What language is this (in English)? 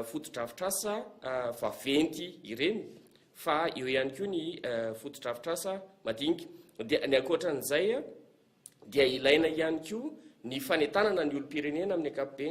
Malagasy